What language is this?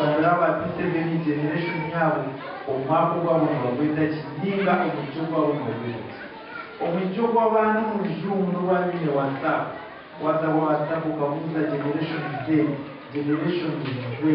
Nyankole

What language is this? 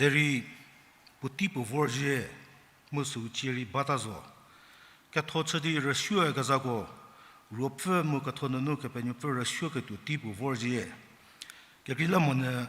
Angami Naga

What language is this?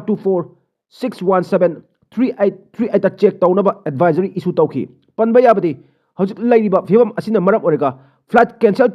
Manipuri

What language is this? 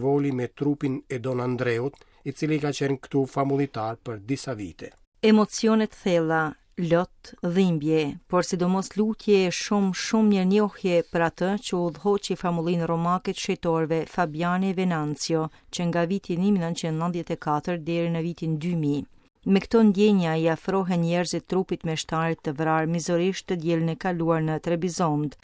Albanian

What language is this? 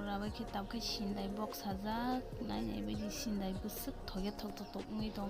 Kok Borok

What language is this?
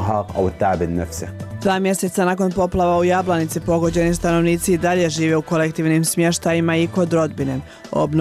Bosnian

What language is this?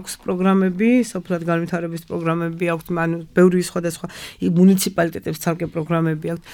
Georgian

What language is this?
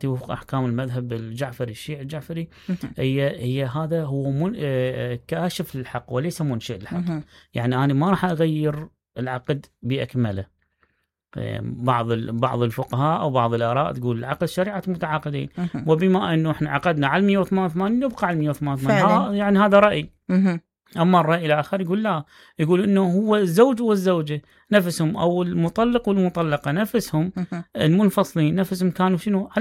Mesopotamian Arabic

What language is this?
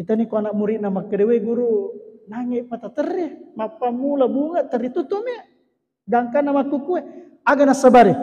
Buginese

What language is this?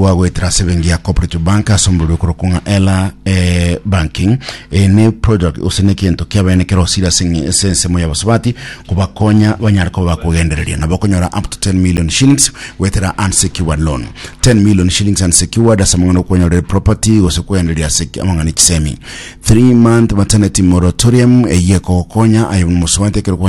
Gusii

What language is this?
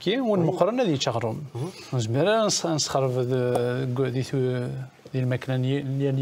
Kabyle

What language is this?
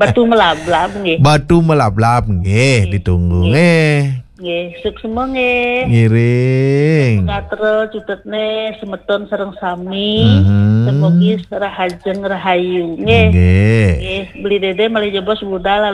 Balinese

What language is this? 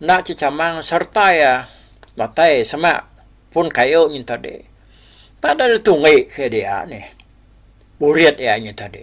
Iban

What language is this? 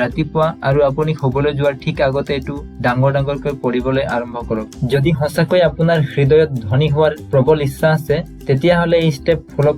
Assamese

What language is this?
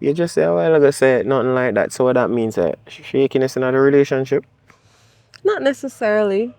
Jamaican Creole English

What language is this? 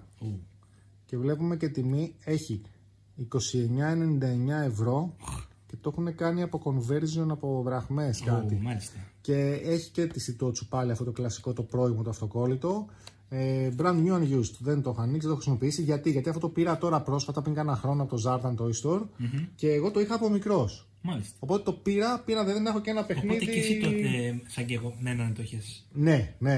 Greek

